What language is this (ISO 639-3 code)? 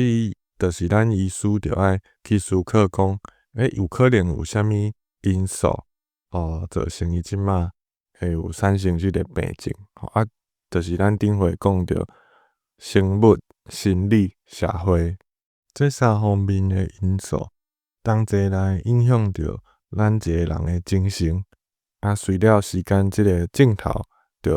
nan